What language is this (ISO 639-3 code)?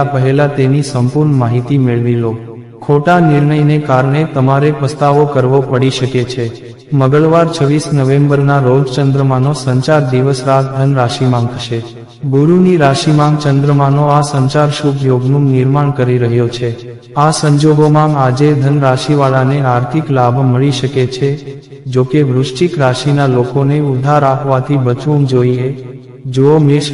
guj